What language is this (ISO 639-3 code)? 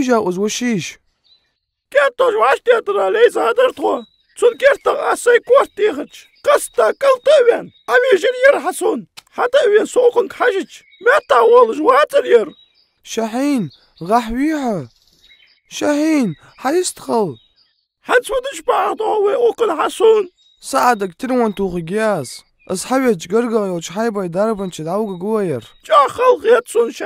inh